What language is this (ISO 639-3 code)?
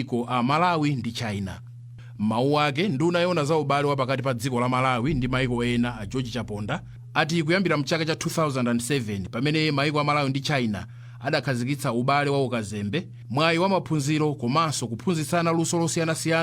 nya